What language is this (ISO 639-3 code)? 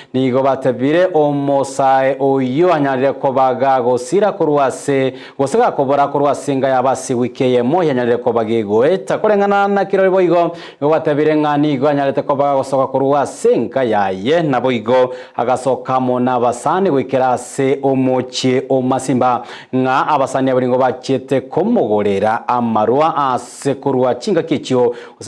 guz